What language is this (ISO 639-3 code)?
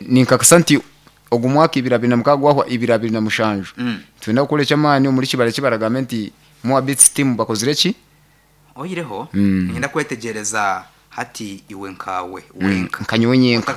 nyn